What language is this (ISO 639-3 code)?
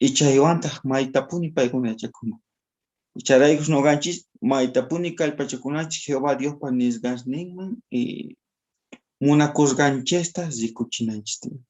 quh